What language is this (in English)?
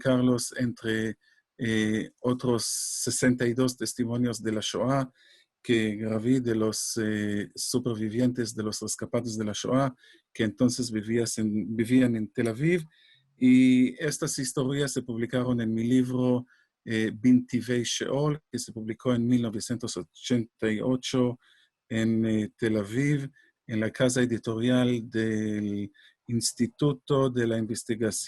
Ladino